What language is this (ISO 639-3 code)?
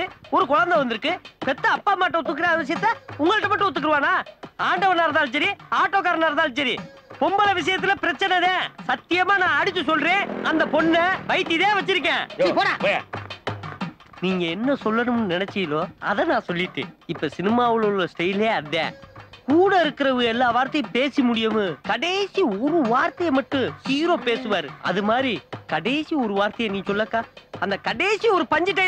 tam